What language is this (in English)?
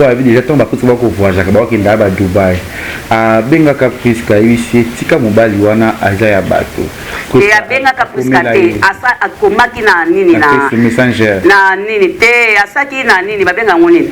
Lingala